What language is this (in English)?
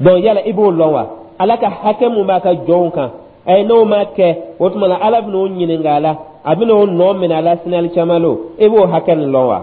Dyula